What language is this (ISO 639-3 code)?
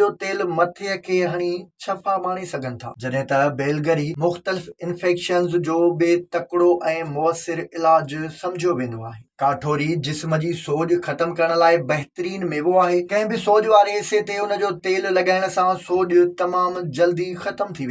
snd